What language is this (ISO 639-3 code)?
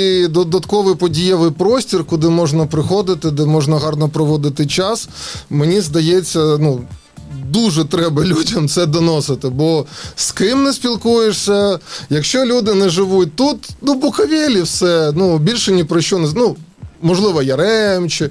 ukr